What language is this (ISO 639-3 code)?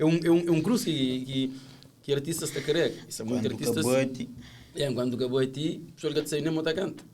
kea